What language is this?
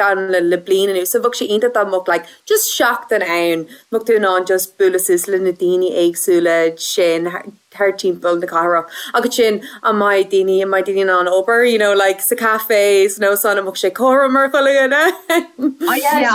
Irish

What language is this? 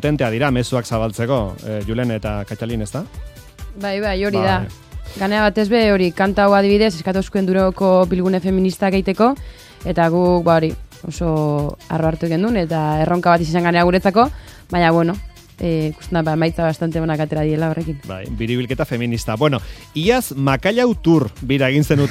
Basque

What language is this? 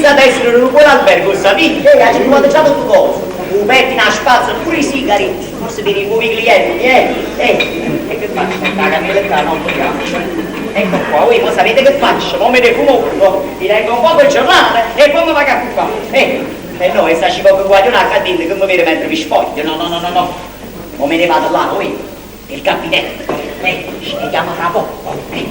Neapolitan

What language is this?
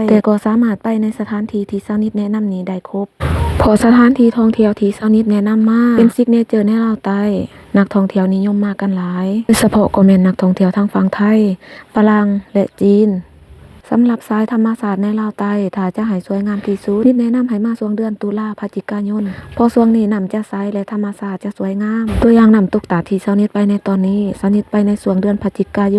Lao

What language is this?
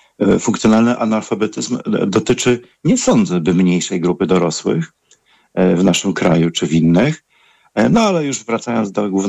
Polish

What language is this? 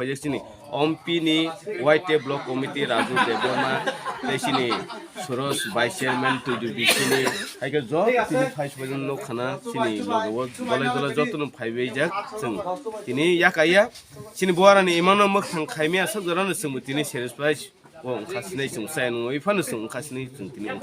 Kok Borok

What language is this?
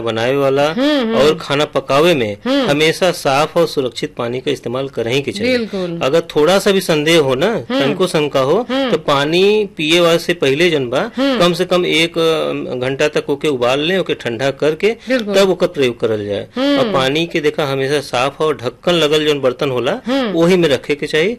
Bhojpuri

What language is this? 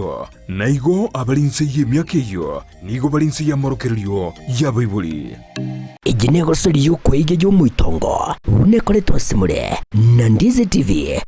Gusii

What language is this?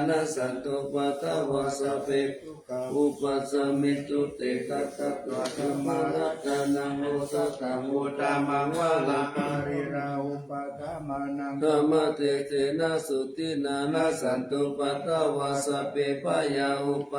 Pali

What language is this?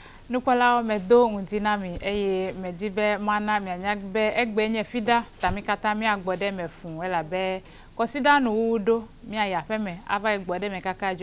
Ewe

